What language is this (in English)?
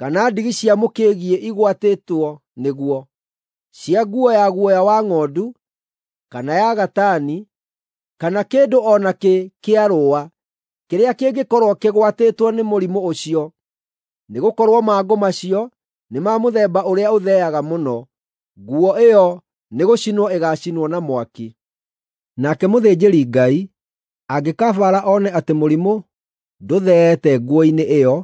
Kikuyu